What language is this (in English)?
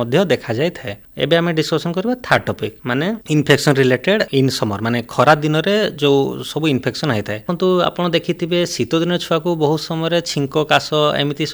Odia